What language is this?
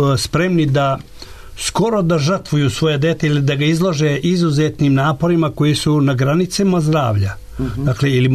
Serbian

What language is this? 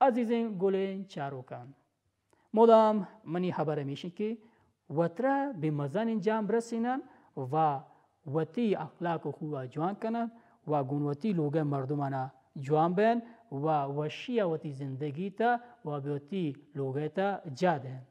Baluchi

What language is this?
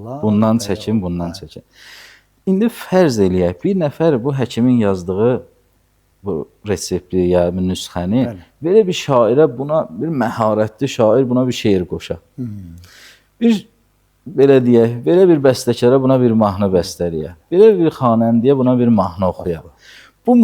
Azerbaijani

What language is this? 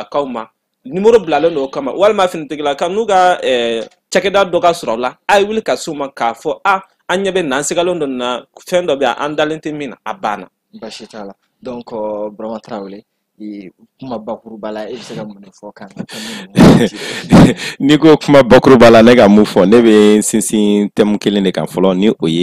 Bambara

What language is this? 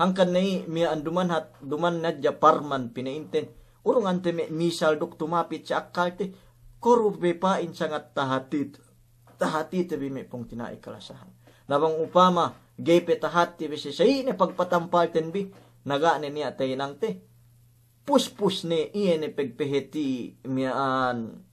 Yakan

